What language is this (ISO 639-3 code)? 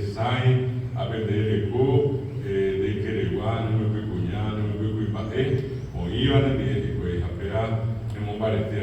grn